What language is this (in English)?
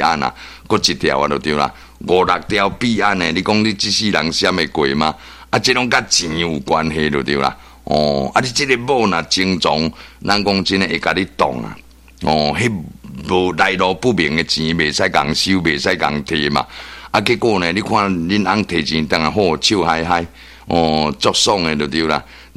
Min Nan Chinese